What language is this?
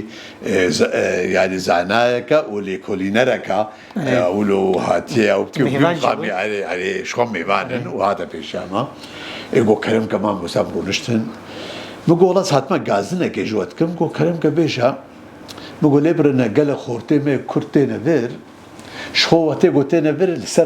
Kurdish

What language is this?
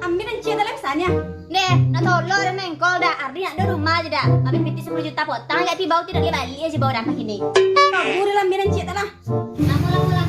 Minangkabau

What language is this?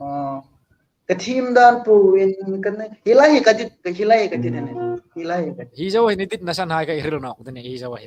Hmar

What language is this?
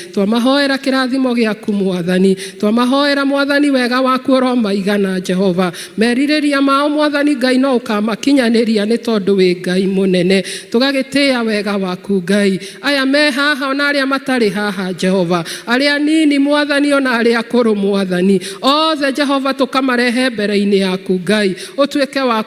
Kikuyu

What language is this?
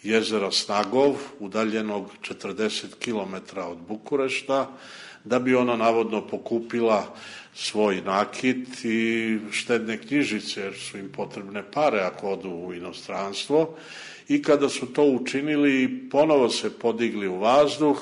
Serbian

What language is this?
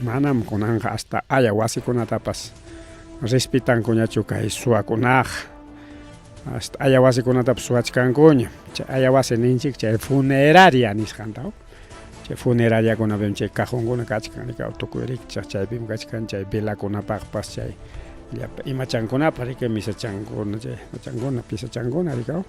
Ayacucho Quechua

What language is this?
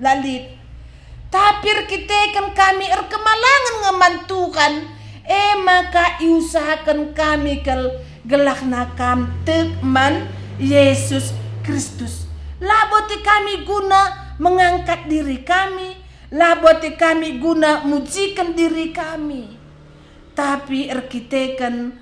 Batak Karo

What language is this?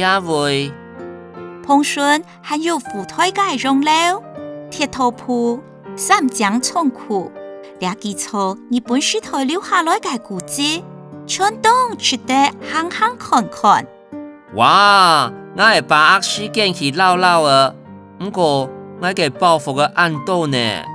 Hakka Chinese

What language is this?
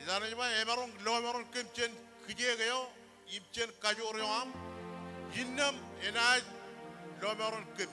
Marshallese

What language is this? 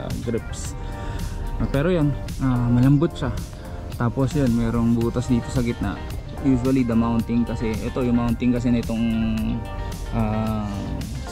Filipino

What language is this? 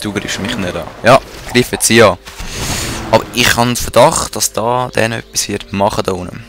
Swiss German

